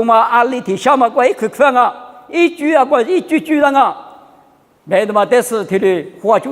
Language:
Lisu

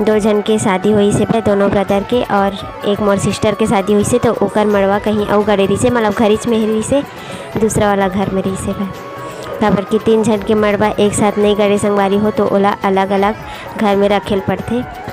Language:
Chhattisgarhi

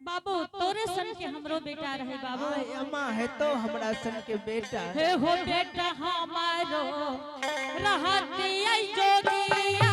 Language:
Angika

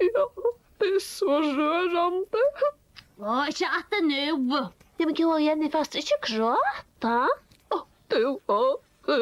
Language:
Faroese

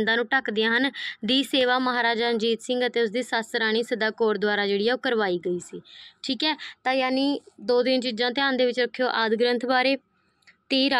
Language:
Punjabi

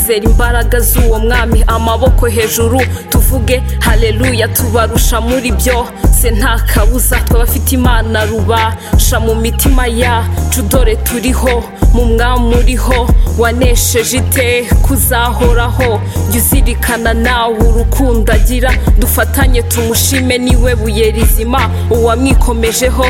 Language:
Kinyarwanda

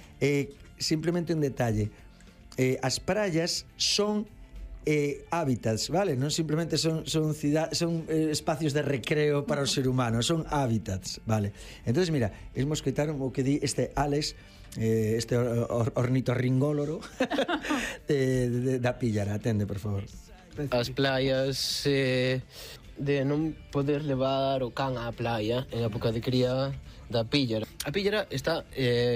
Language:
Galician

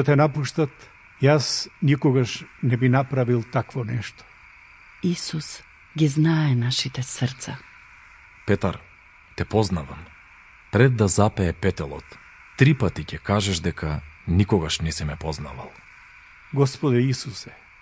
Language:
Macedonian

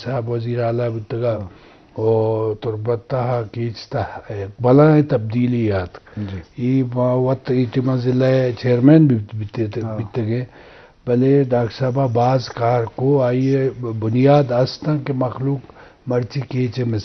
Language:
Eastern Balochi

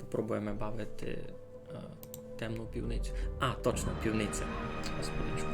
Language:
Rusyn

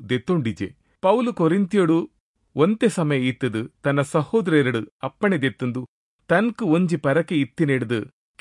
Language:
Tulu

